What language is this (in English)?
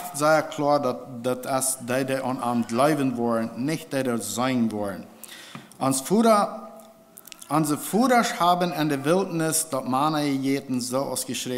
Plautdietsch